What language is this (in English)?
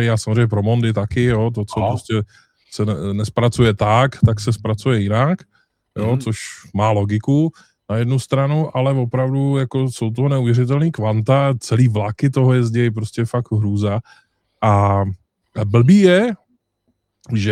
Czech